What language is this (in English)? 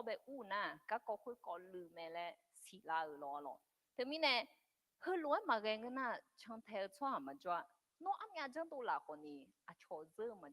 Akha